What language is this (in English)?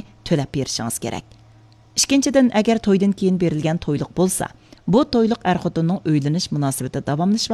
Uyghur